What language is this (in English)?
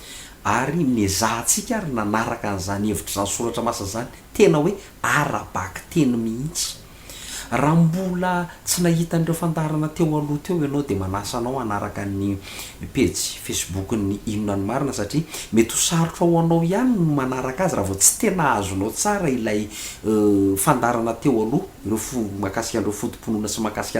Malagasy